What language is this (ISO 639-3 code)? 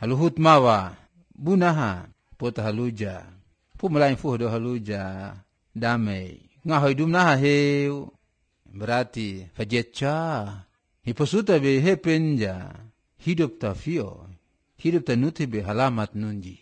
slv